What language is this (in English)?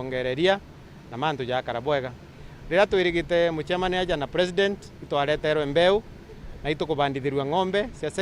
Meru